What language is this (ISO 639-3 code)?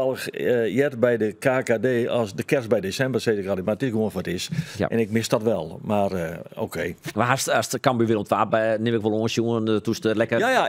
fry